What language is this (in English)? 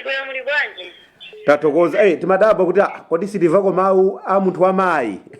Nyanja